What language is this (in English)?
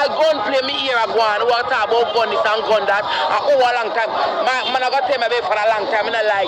Jamaican Creole English